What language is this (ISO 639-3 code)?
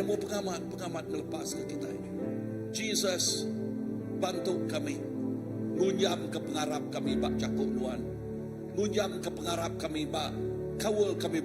iba